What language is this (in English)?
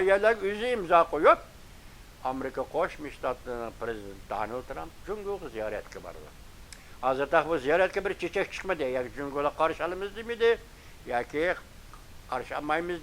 Uyghur